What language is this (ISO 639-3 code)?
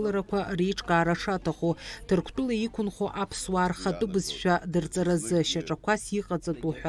abk